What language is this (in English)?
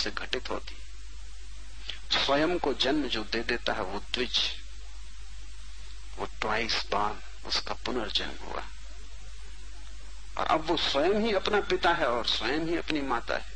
Hindi